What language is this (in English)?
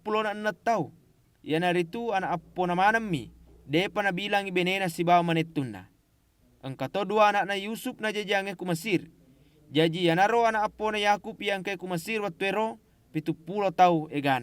Buginese